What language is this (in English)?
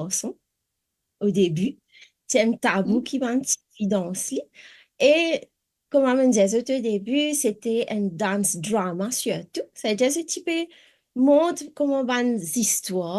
Morisyen